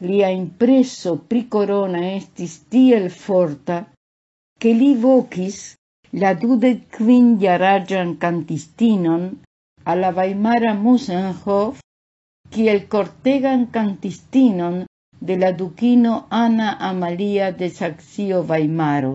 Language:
Esperanto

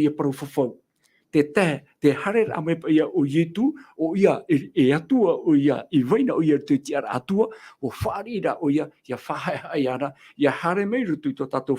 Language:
Tahitian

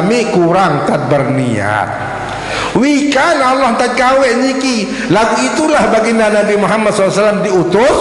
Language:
Sasak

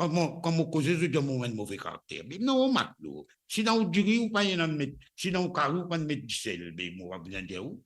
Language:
Morisyen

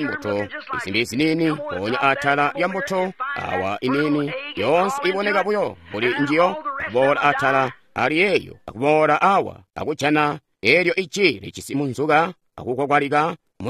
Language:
Tonga (Zambia)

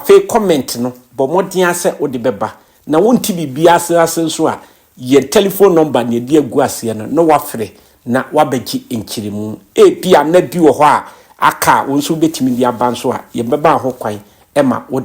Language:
Akan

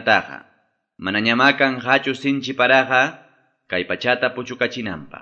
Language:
Quechua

